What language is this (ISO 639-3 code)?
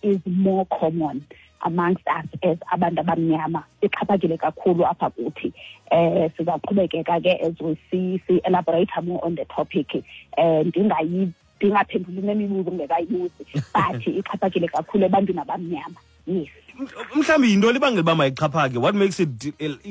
xho